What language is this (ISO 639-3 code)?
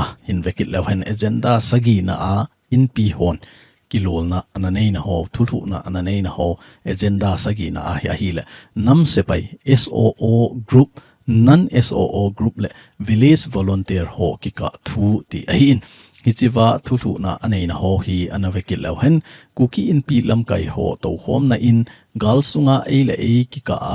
tcz